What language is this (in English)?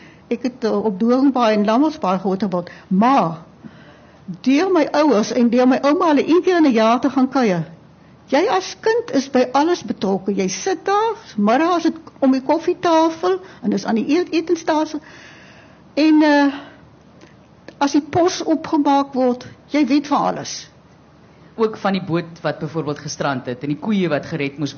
Afrikaans